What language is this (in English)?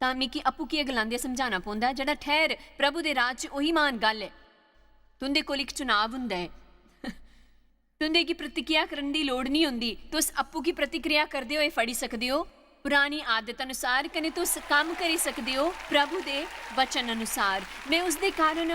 Dogri